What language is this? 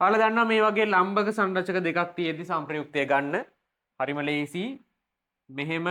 Sinhala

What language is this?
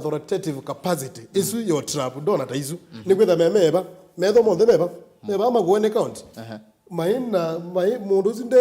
Kamba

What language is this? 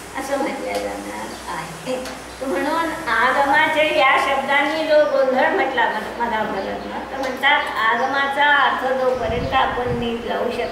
Marathi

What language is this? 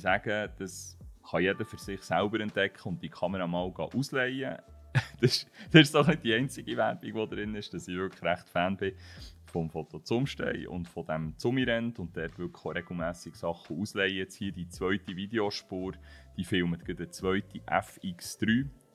Swiss German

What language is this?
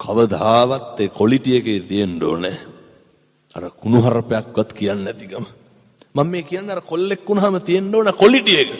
Sinhala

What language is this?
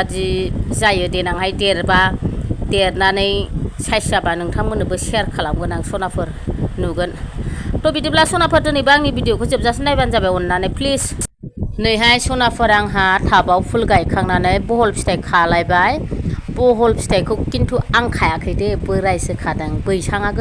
Bodo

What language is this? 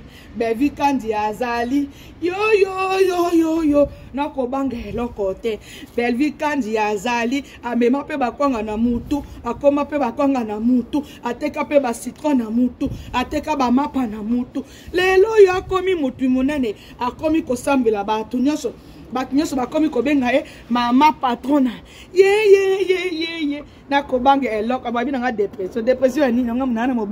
Lingala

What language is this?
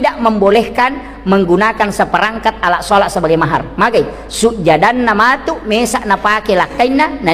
Buginese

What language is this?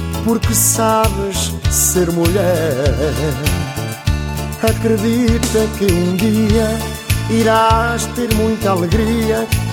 Portuguese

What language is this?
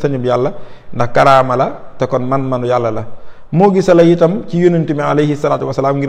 Wolof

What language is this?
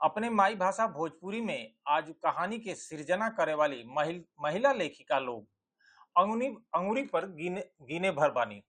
Bhojpuri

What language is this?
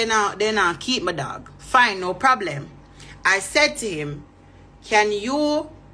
Jamaican Creole English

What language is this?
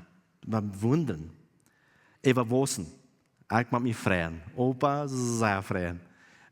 Plautdietsch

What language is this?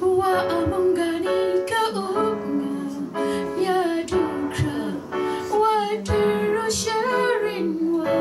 Kachin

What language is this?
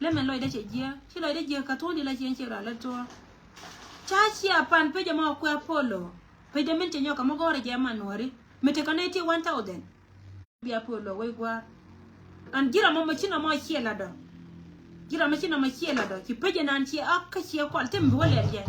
Nuer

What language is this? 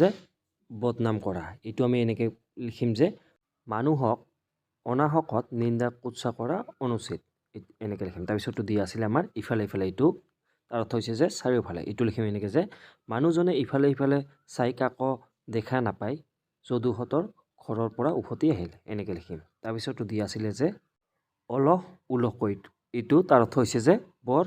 Assamese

